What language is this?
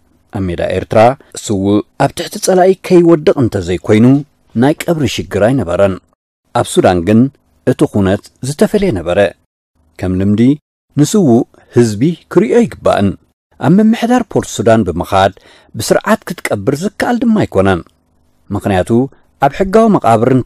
Tigrinya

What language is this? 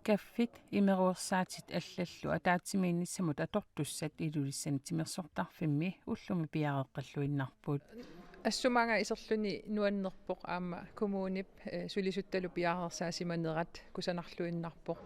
Kalaallisut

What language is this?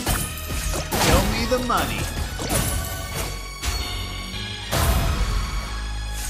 English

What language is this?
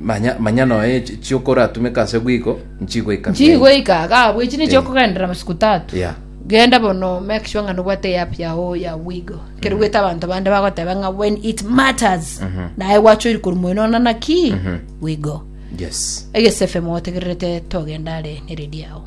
Gusii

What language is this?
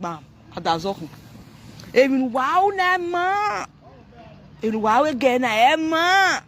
Nigerian Pidgin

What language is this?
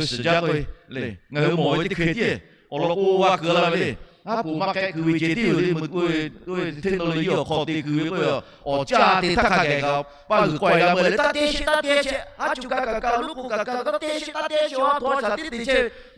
Lahu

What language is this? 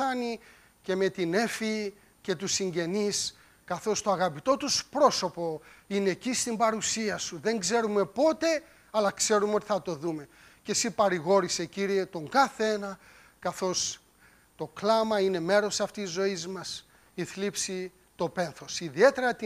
Greek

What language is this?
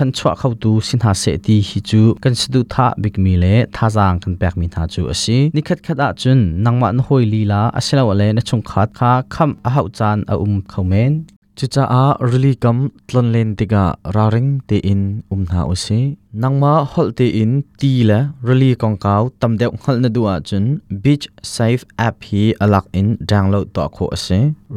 Hakha Chin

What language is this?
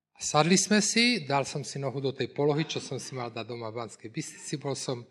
Slovak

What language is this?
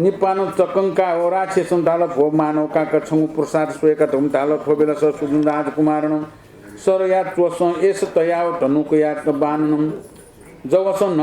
Newari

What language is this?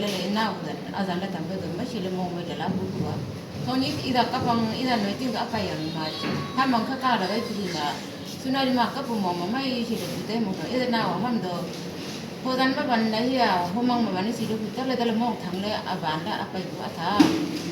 Naga Pidgin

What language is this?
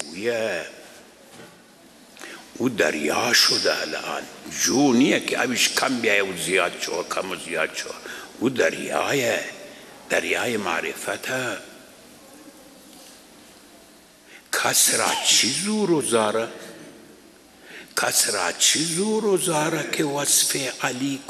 Persian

